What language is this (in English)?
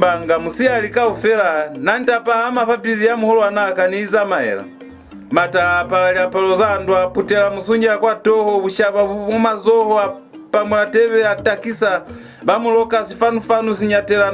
Lozi